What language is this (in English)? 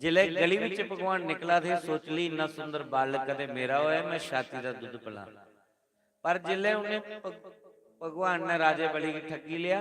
Dogri